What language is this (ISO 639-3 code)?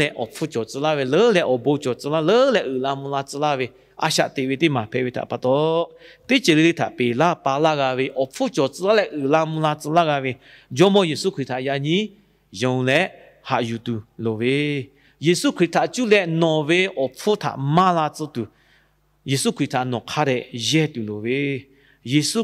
lhu